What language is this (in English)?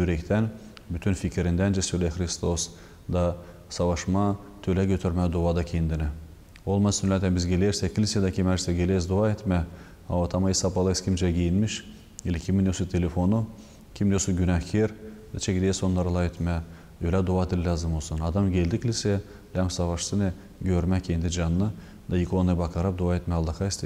Gagauz